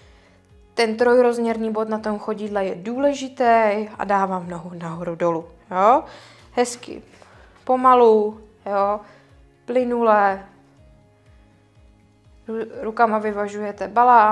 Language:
Czech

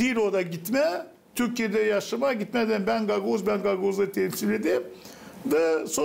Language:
Gagauz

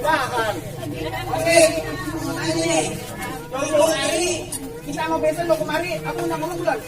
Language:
Betawi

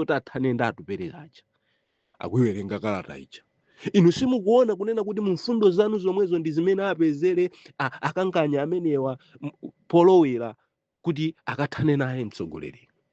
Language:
Nyanja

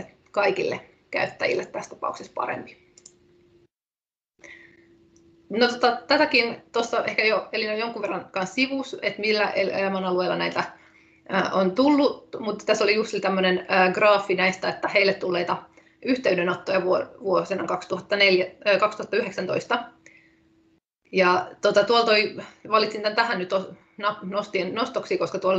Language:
Finnish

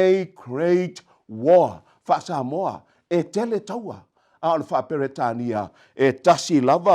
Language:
Samoan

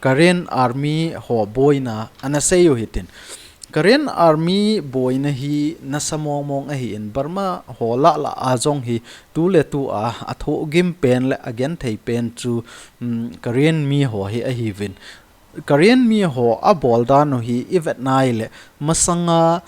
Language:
Thado Chin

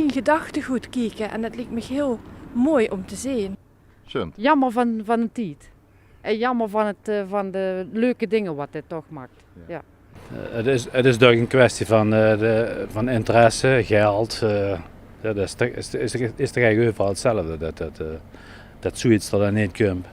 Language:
Limburgish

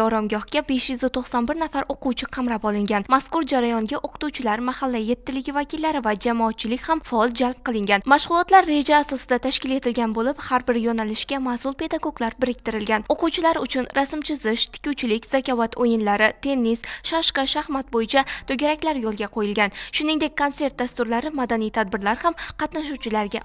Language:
Uzbek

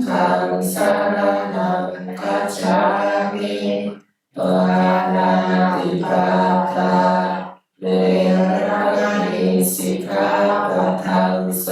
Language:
Pali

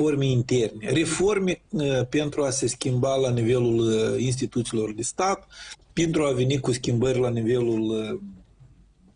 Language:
Romanian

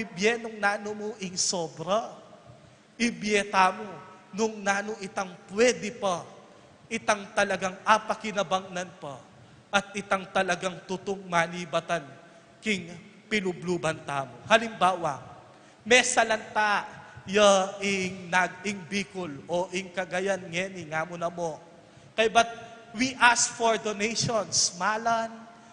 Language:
Pampanga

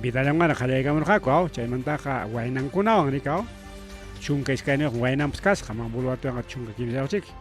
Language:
Ayacucho Quechua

